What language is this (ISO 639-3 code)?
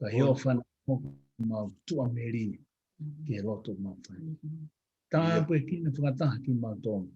ton